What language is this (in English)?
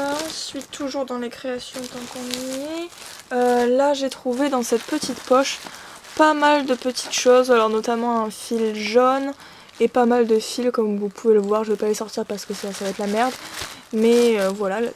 French